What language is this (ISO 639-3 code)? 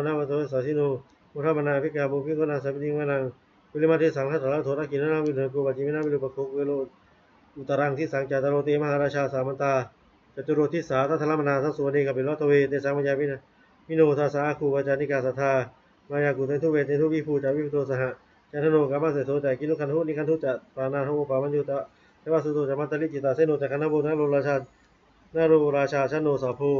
pli